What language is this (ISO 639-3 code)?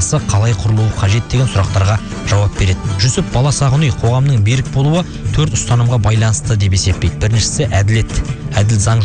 kaz